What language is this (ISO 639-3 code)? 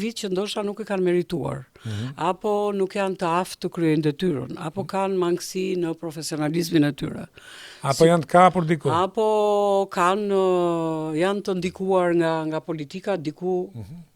sqi